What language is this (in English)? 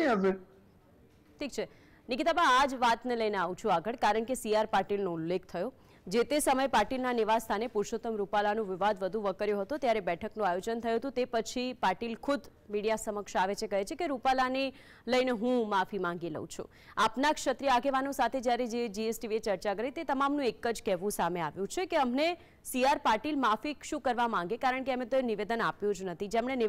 Gujarati